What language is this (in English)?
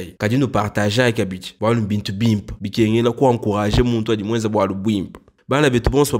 Luba-Lulua